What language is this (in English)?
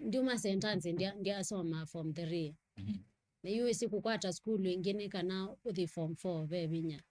Kamba